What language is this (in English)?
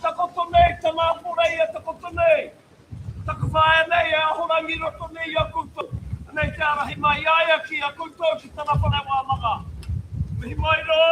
Māori